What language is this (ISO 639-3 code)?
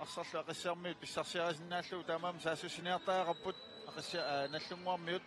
kal